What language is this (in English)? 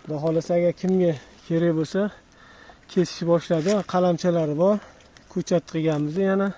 Uzbek